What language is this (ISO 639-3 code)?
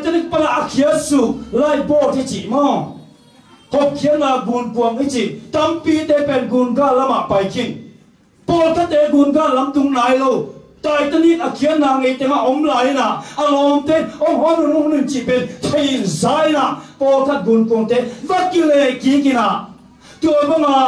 vie